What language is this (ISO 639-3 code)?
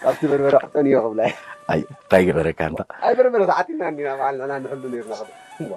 tir